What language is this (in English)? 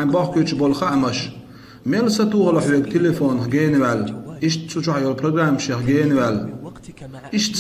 Chechen